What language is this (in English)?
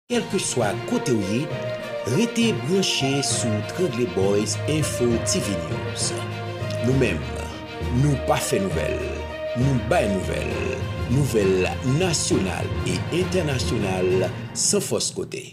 Haitian Creole